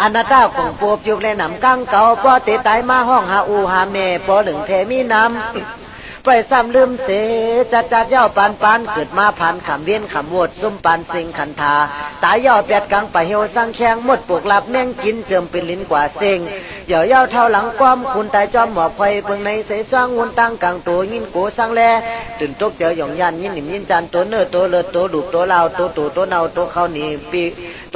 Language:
Shan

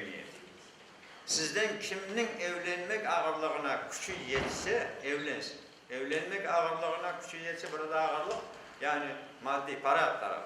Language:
Crimean Tatar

